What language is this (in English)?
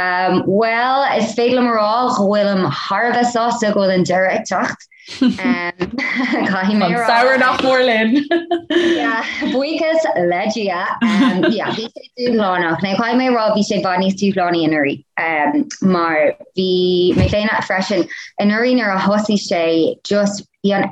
Irish